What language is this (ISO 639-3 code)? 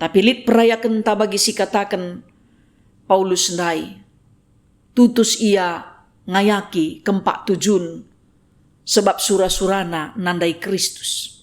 btx